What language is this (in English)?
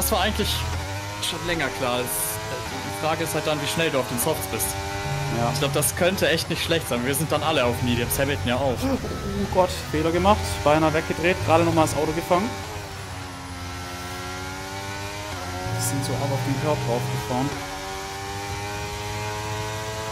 German